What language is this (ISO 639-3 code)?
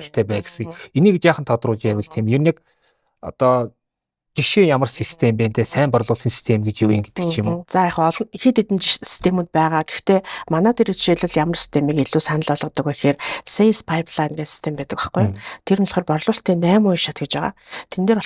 mon